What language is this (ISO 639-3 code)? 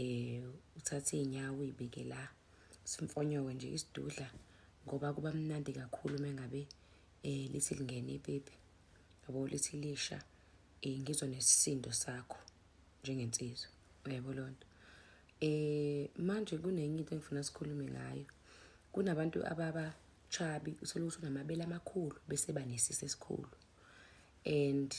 zul